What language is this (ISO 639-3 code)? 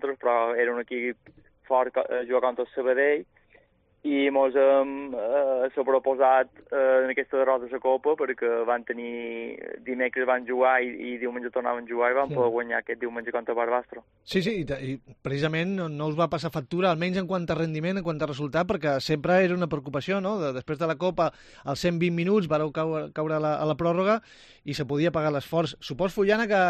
cat